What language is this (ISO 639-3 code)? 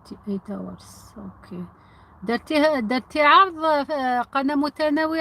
arq